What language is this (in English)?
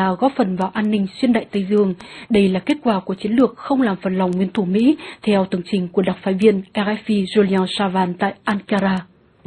Vietnamese